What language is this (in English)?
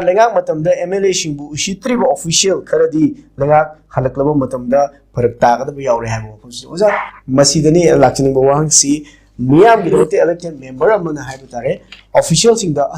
Manipuri